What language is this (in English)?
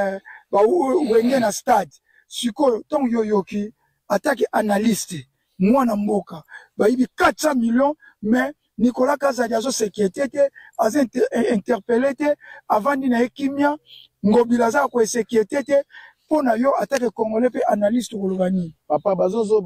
Lingala